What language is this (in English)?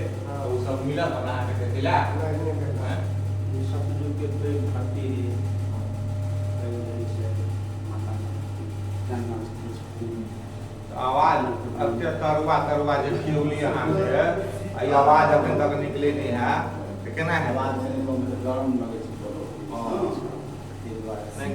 Maithili